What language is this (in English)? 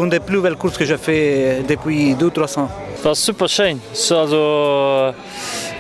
Luxembourgish